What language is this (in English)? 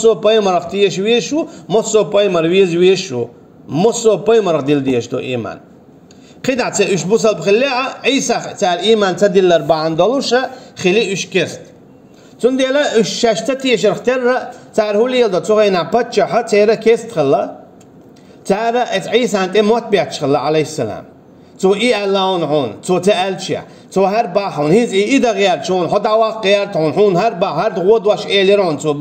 Chechen